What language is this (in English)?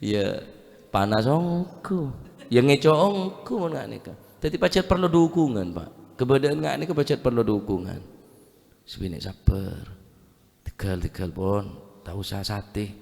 Madurese